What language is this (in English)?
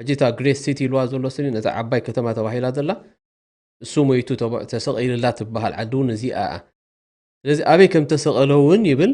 Tigrinya